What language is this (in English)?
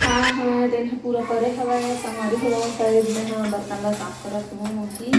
Chhattisgarhi